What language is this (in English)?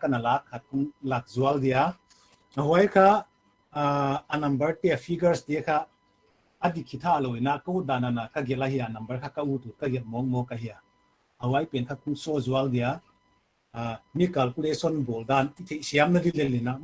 Paite Chin